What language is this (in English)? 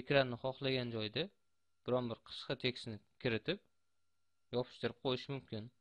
Uzbek